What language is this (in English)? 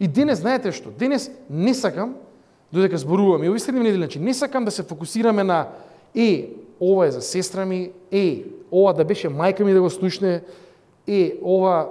Macedonian